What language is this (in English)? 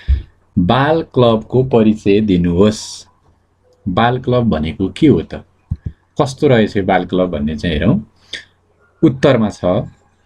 Nepali